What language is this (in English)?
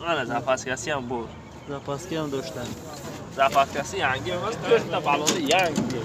Tajik